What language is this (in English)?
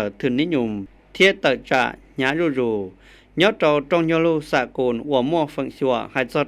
Hmong